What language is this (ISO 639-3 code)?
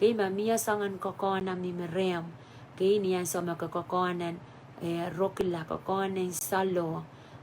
pon